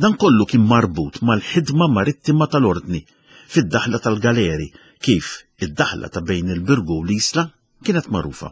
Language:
Maltese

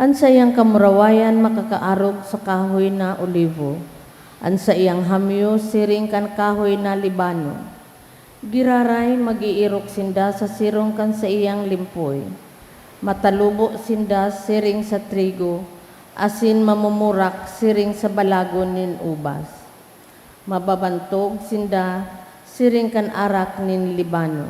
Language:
Bikol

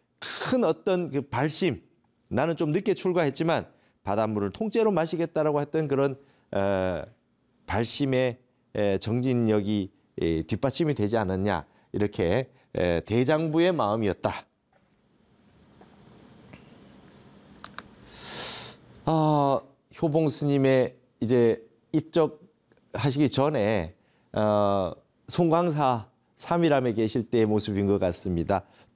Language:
Korean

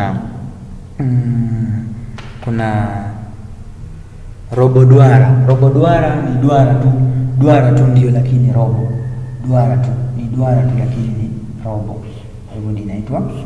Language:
Swahili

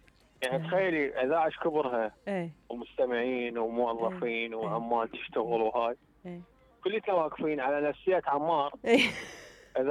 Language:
Mesopotamian Arabic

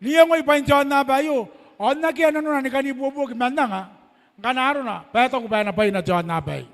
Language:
Gilbertese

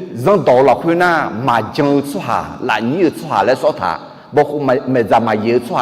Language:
Akha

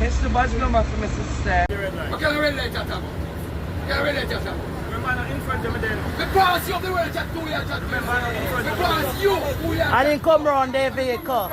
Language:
Jamaican Creole English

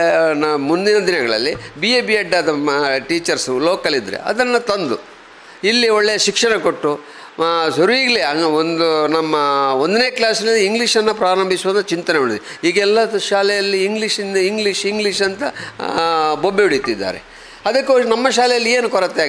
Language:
Kannada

